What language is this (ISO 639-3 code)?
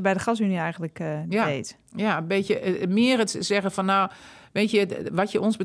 nld